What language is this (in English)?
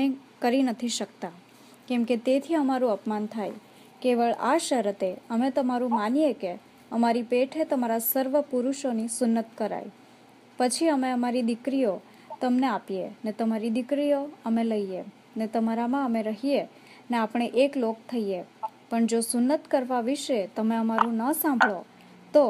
Gujarati